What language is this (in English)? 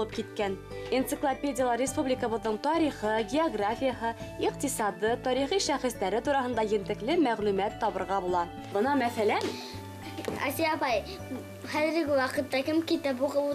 Bashkir